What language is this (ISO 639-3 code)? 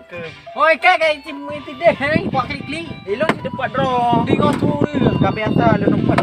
ace